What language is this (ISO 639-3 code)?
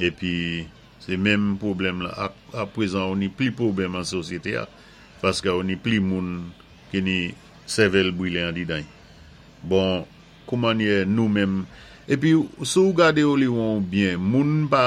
acf